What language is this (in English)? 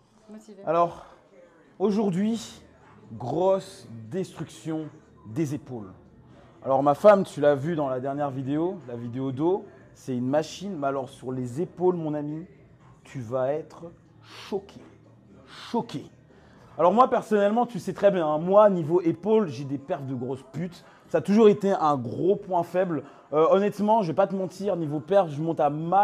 French